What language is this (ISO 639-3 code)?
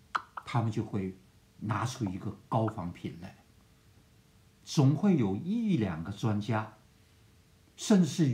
zho